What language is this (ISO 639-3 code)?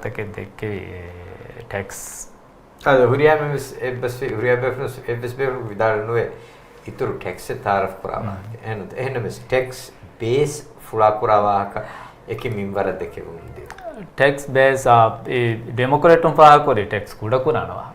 div